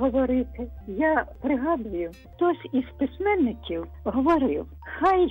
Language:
Ukrainian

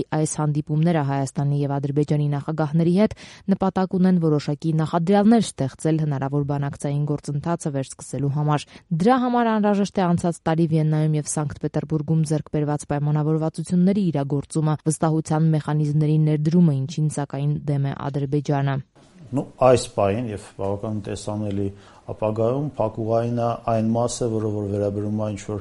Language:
Armenian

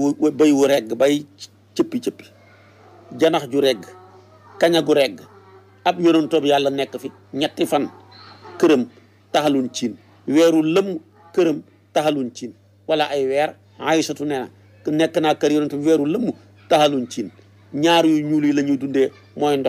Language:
Wolof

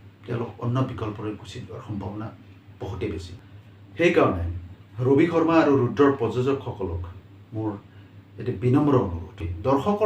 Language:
Assamese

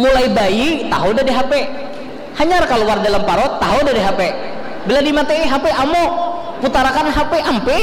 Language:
Banjar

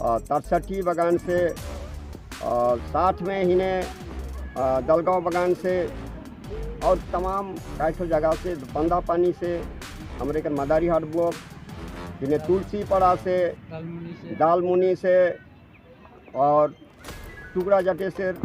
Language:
Sadri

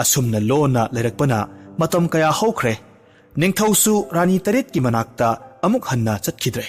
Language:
Manipuri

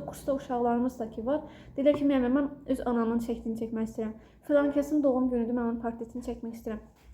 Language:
Azerbaijani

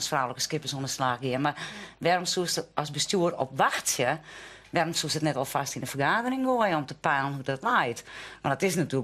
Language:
Western Frisian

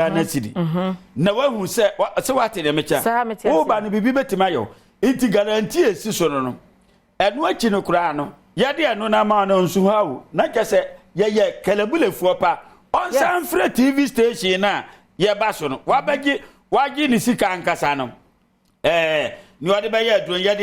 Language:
Akan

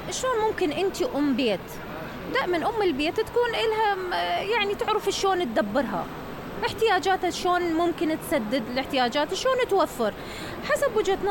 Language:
Mesopotamian Arabic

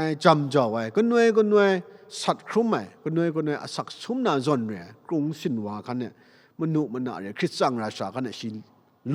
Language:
Kachin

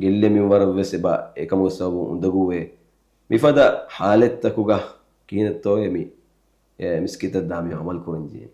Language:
Divehi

